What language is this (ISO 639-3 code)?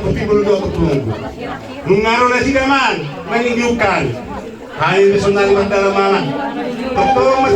bbc